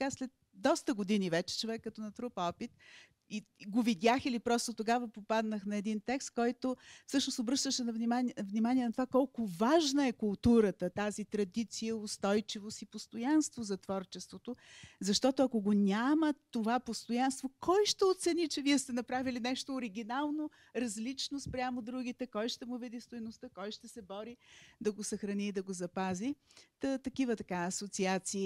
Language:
Bulgarian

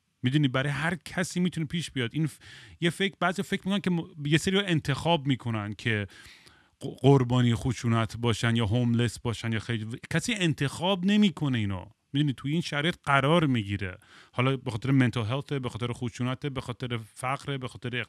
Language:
Persian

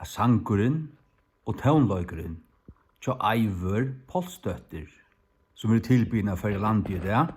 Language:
Faroese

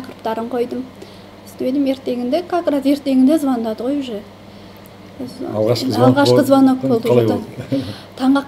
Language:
Kazakh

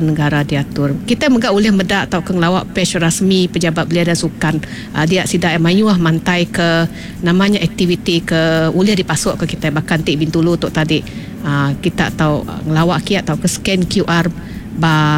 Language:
Iban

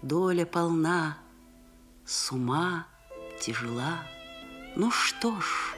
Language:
Udmurt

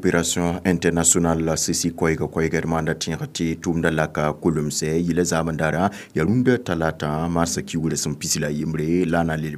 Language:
Mossi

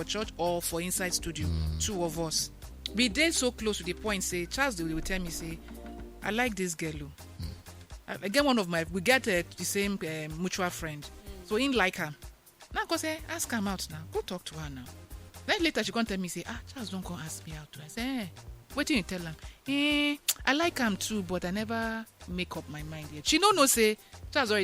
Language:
Nigerian Pidgin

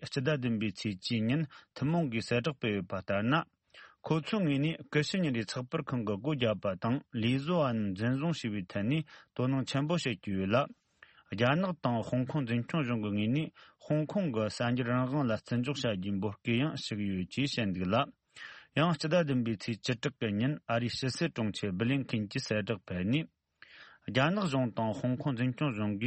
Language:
Tibetan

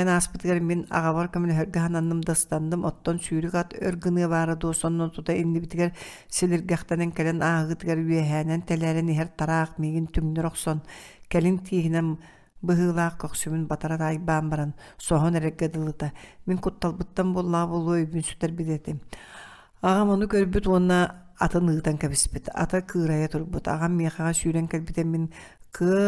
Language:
Yakut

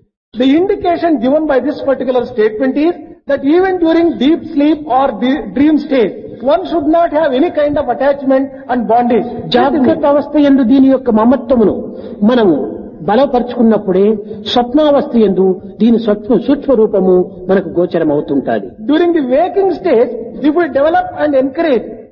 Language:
Telugu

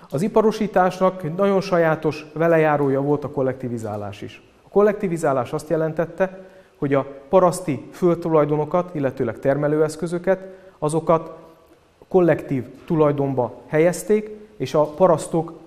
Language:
Hungarian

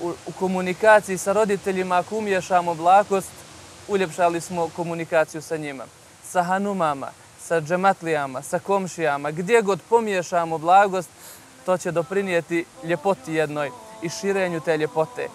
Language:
Bosnian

